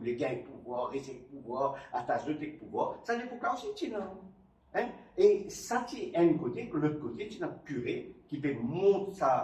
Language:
Morisyen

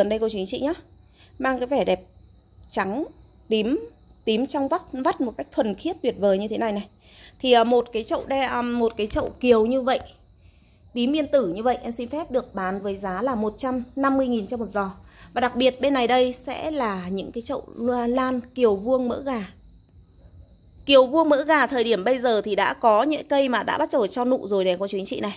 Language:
Vietnamese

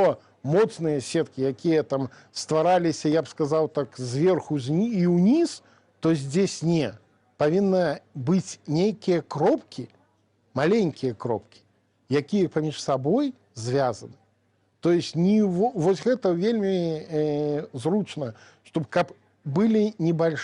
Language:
Belarusian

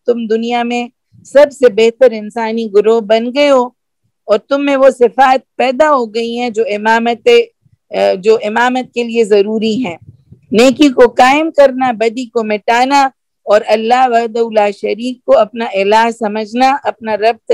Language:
Urdu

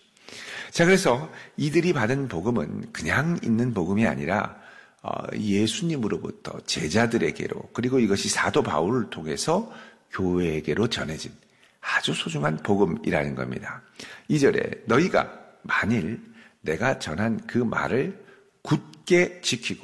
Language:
Korean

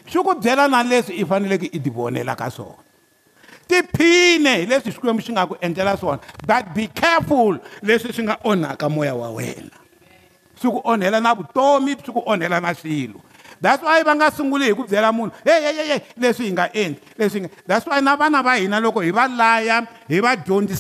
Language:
Tsonga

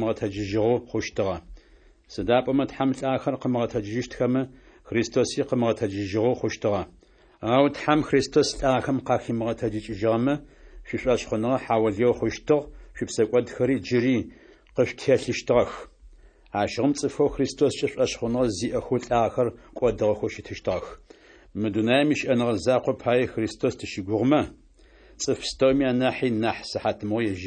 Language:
Adyghe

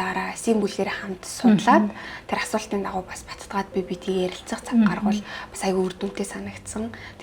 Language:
Mongolian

